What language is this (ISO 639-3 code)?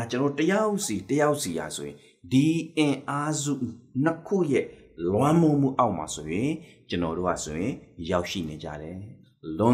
mya